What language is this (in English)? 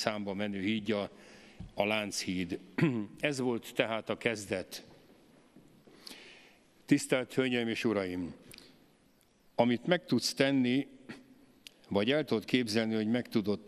Hungarian